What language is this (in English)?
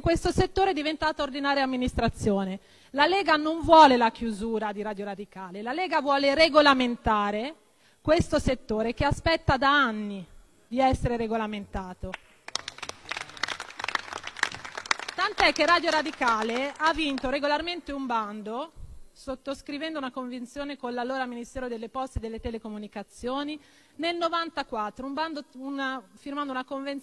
Italian